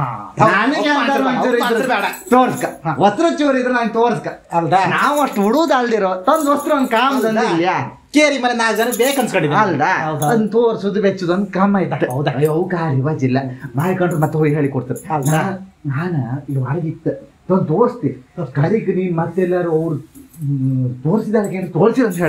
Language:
Kannada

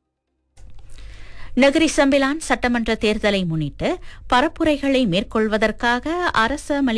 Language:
Tamil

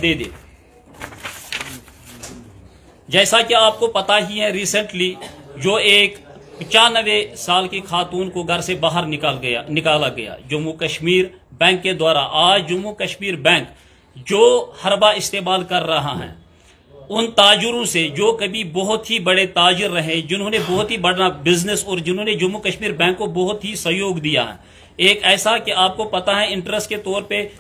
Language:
Urdu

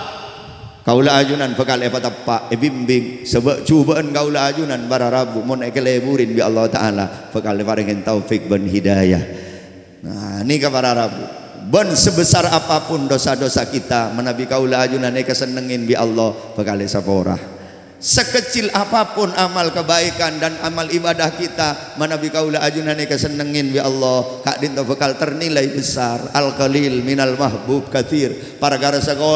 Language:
Madurese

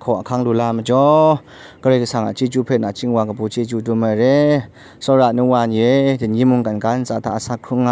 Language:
Kachin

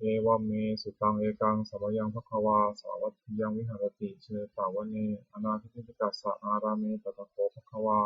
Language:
Pali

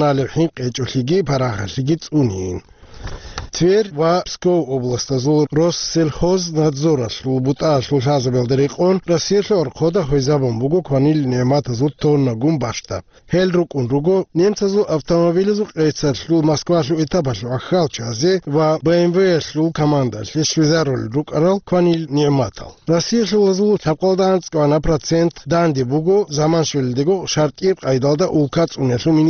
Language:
Avaric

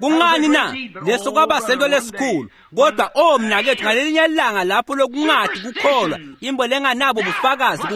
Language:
Swati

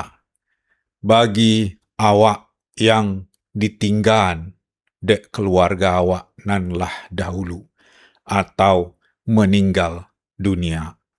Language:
Minangkabau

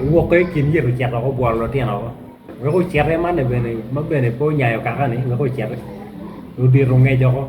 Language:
Acoli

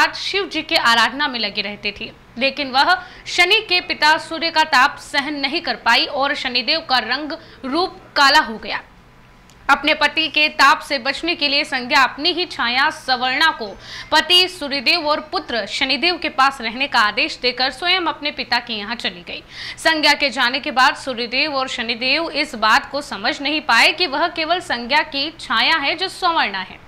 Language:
Hindi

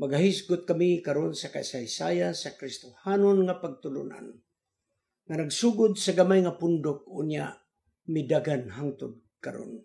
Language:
Cebuano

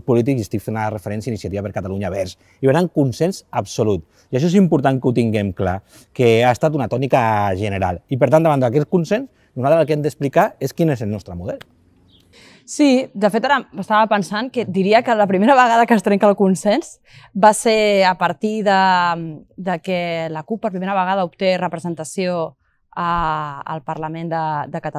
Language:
Catalan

